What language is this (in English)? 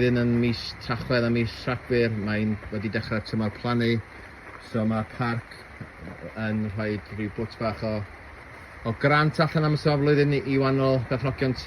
Welsh